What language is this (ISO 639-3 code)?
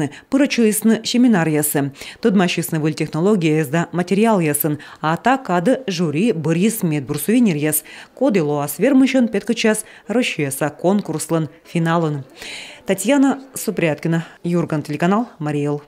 kom